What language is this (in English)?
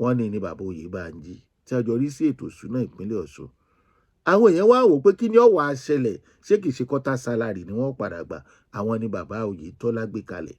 Yoruba